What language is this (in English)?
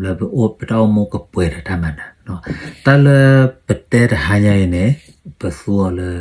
S'gaw Karen